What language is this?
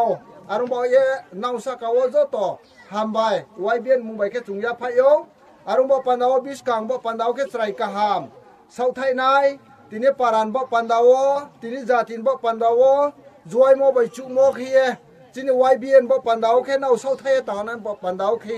Riang (India)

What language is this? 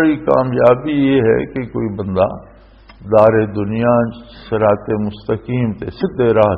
Western Panjabi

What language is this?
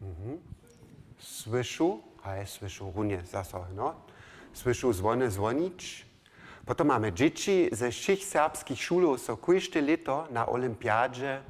Upper Sorbian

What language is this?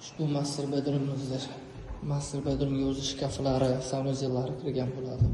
Uzbek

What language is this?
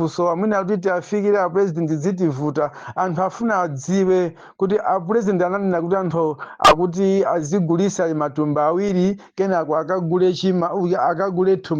Nyanja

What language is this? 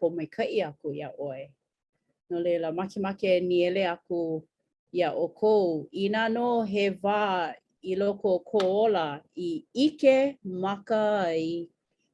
Hawaiian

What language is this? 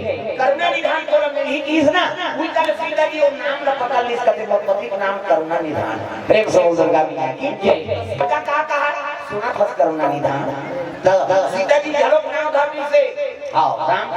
Chhattisgarhi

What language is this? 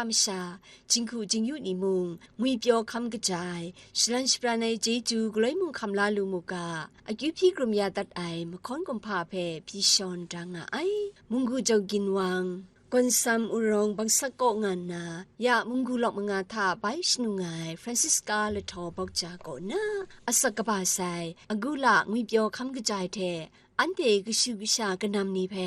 Kachin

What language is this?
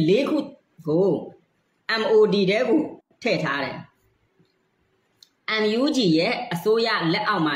Burmese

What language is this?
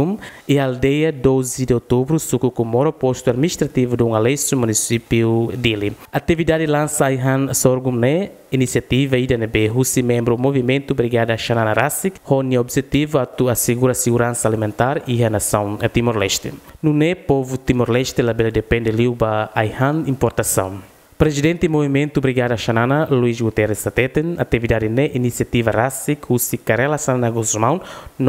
Tetum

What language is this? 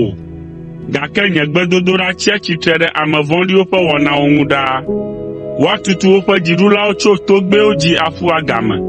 Ewe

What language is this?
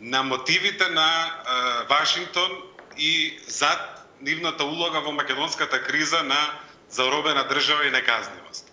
Macedonian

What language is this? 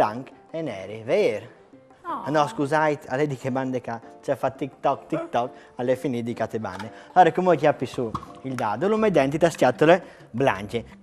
Friulian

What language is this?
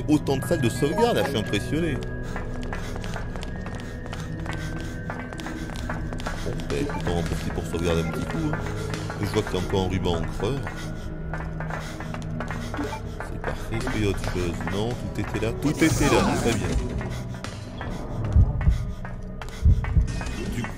French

